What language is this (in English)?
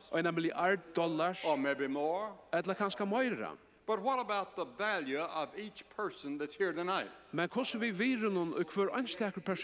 Faroese